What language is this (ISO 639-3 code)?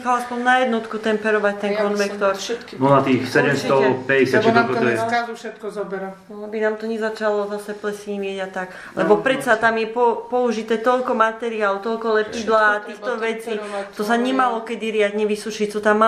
slk